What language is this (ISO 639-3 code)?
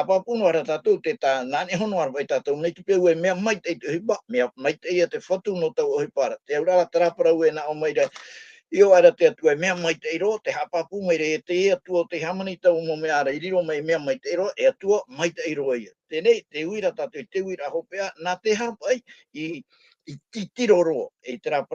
tah